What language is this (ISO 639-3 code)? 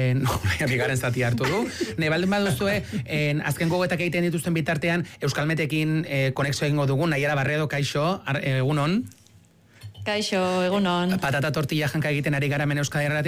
eus